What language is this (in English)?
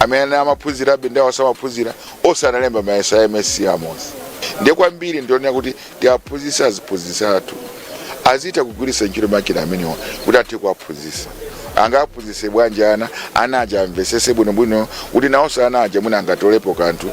Nyanja